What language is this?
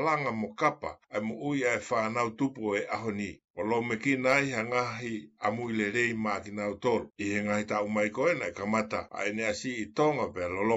Tongan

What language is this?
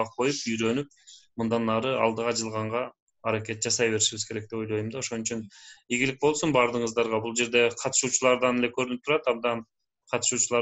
Kyrgyz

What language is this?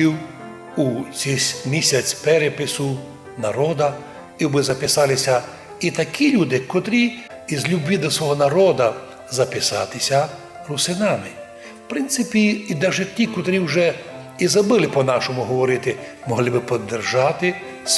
Rusyn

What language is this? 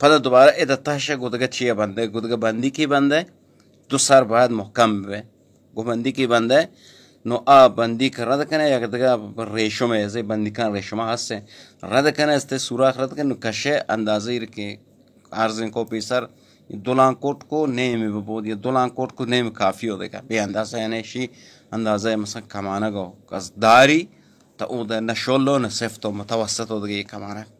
Baluchi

